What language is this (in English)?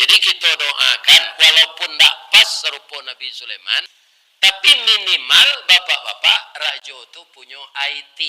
Minangkabau